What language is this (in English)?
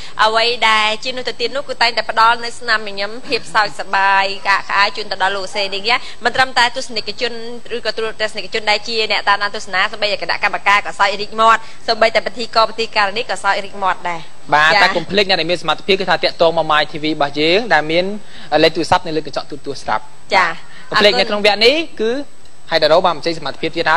Khmer